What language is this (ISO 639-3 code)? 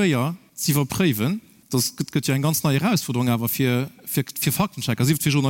ltz